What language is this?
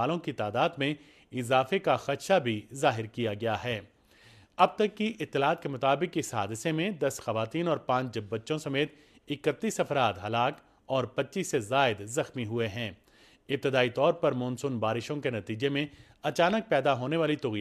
Urdu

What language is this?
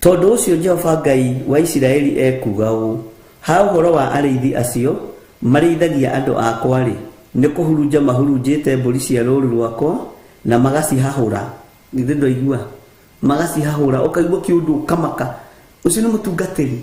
Kikuyu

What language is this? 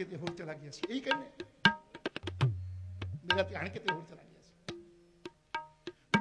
Punjabi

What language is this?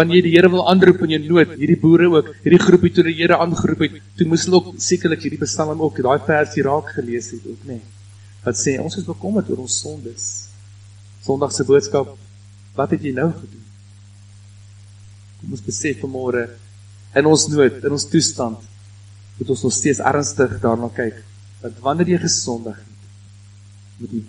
Afrikaans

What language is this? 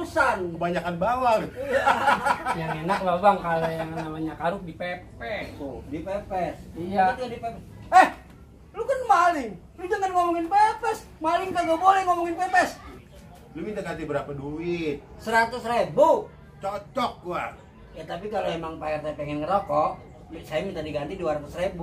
Betawi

